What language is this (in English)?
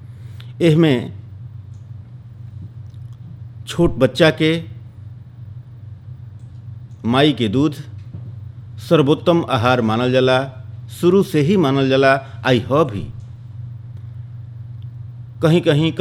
Bhojpuri